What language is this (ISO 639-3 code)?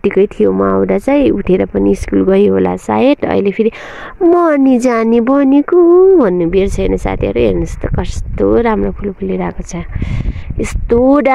nep